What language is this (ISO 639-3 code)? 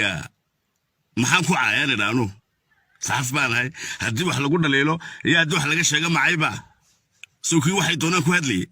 som